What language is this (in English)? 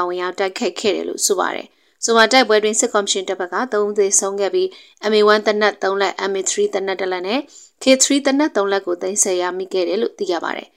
Burmese